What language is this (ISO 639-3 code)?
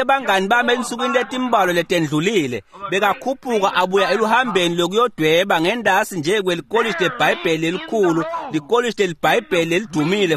ssw